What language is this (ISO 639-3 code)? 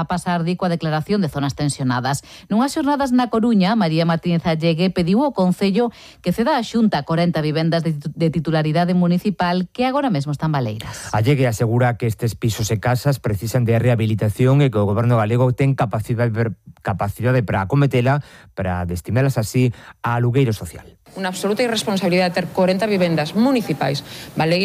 glg